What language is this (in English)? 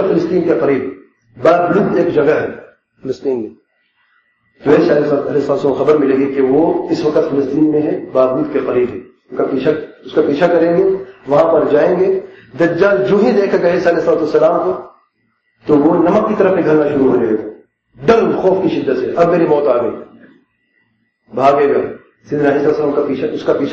Urdu